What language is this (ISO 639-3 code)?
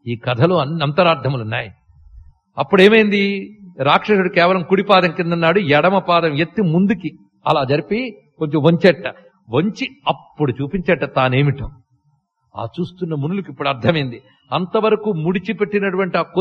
tel